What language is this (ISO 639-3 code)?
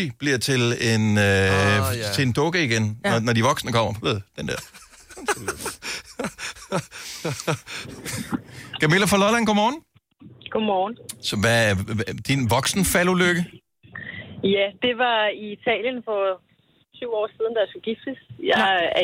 dan